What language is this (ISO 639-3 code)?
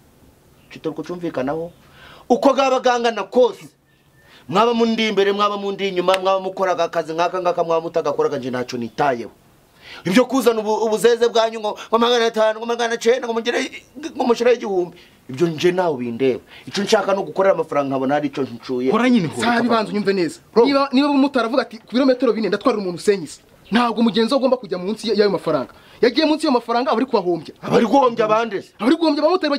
kin